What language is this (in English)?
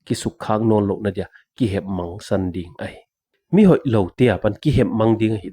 Paite Chin